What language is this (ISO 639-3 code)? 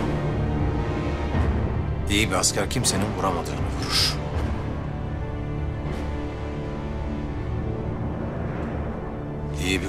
tur